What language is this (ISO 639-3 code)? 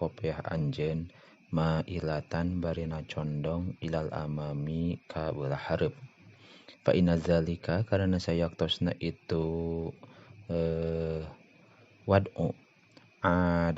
sun